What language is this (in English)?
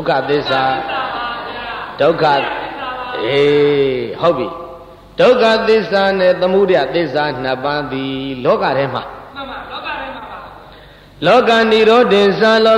Burmese